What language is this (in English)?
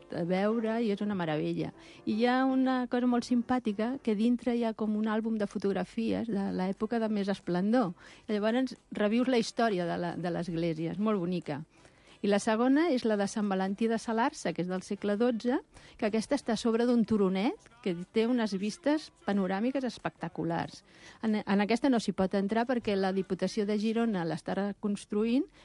Catalan